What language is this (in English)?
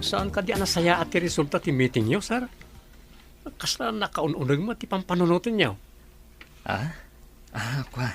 Iloko